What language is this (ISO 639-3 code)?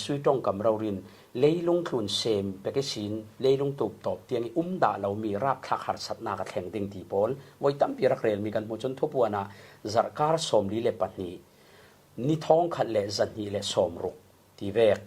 cfm